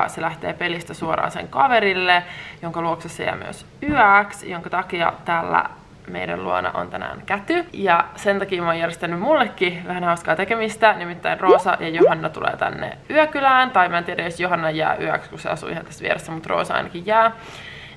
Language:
Finnish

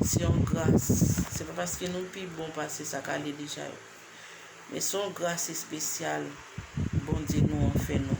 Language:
Haitian Creole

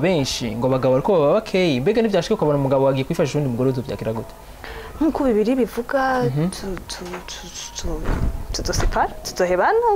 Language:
Rundi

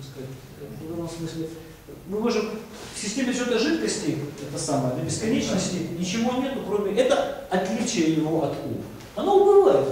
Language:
Russian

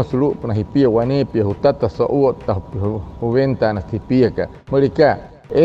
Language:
Wayuu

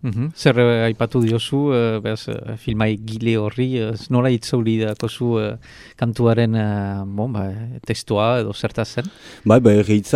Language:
Basque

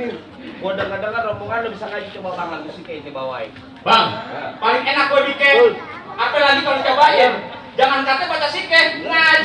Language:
Betawi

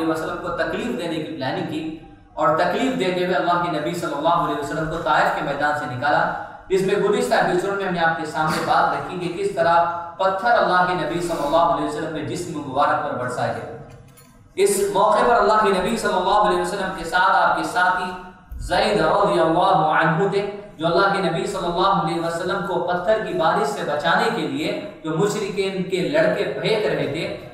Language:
Urdu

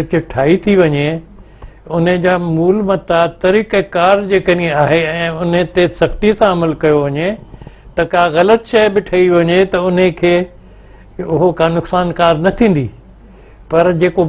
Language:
Sindhi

